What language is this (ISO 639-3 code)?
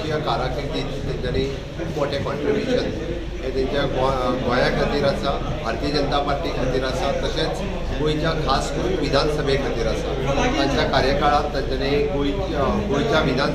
kok